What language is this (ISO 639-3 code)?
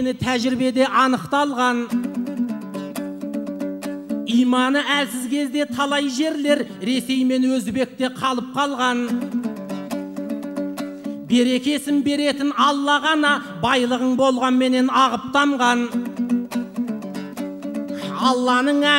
kaz